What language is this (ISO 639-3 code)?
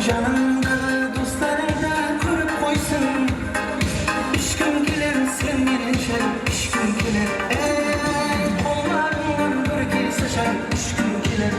kaa